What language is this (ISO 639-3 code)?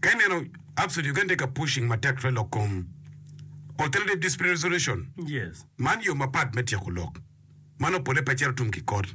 ach